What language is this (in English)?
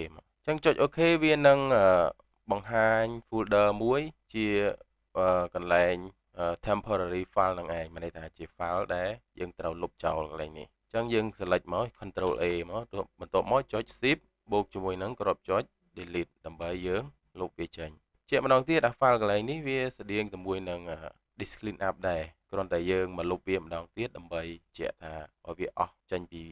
Khmer